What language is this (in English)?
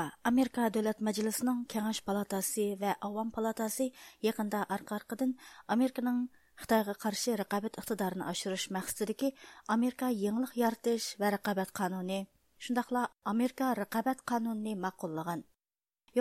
Uyghur